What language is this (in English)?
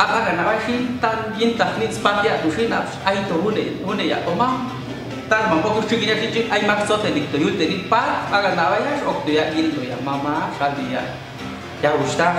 Popti'